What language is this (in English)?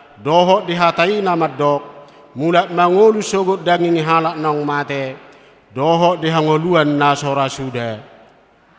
Batak Toba